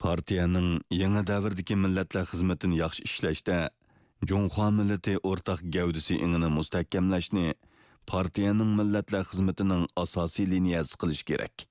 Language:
Uyghur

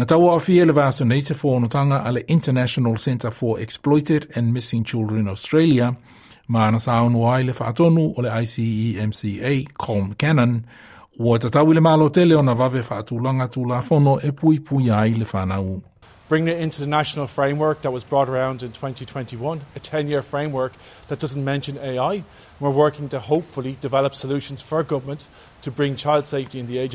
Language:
Samoan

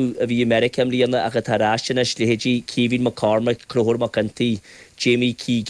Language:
Irish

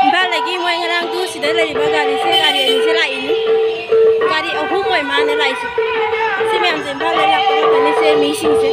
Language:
Manipuri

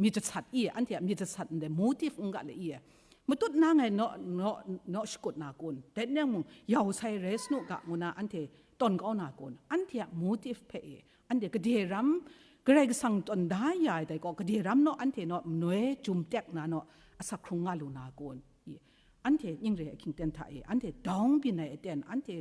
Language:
Kachin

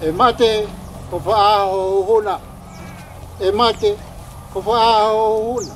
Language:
Tongan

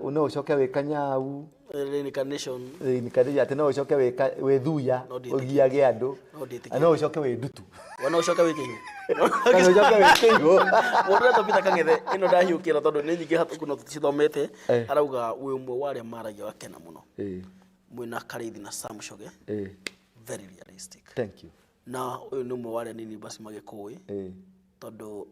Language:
Kikuyu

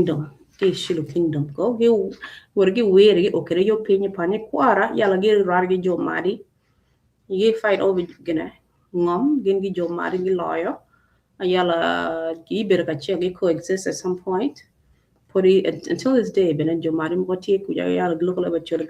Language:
Acoli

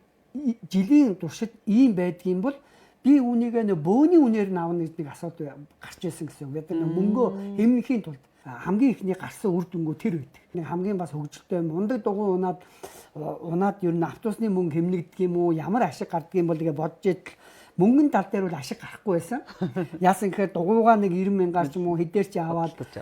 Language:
Mongolian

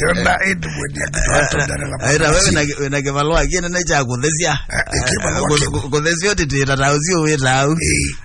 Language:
Kamba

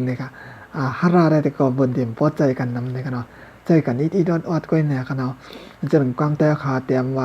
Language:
Shan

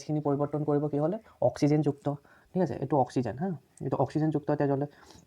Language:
Assamese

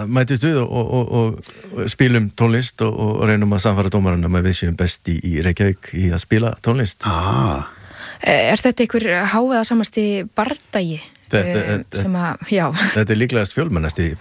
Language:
Icelandic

